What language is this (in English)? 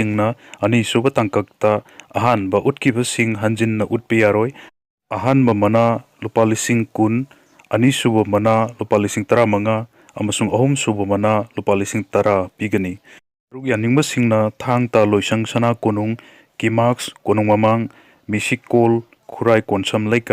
Manipuri